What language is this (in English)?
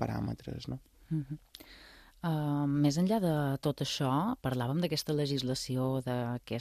Catalan